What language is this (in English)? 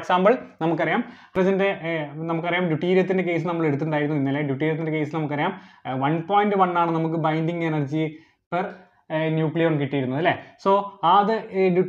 Malayalam